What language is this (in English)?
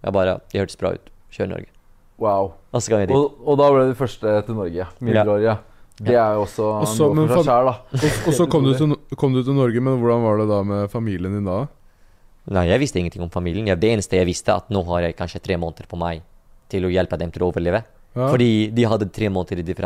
Norwegian